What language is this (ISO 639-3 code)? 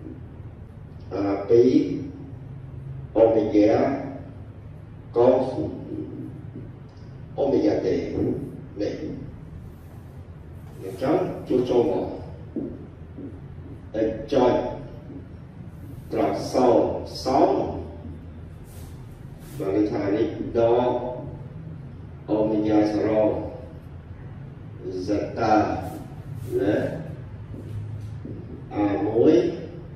vie